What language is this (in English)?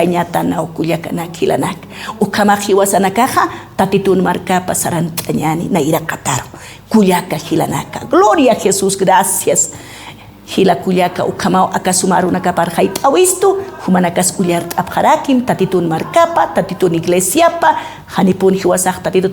Aymara